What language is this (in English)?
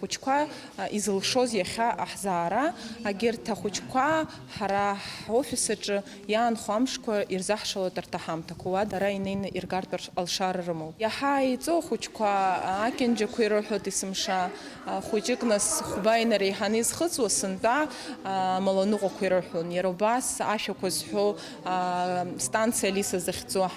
Abkhazian